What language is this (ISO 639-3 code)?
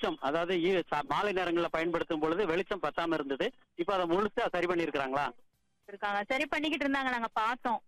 tam